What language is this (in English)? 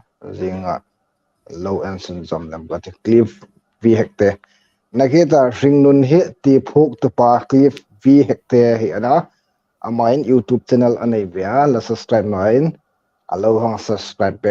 Hmar